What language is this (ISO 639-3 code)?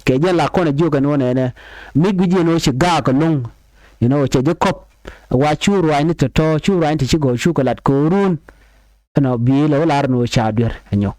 nus